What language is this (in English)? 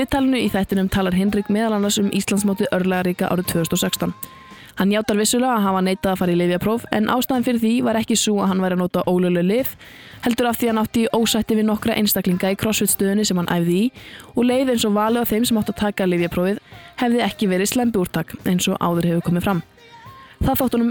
Icelandic